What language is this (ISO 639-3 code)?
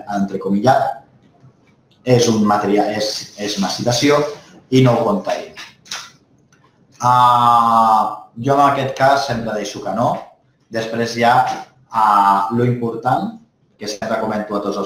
cat